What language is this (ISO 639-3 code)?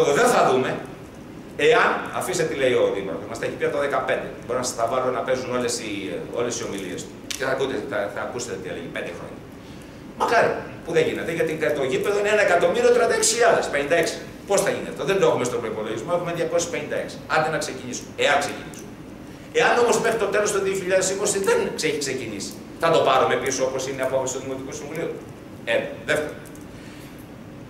ell